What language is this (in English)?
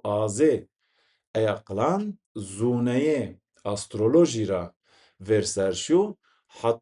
Zaza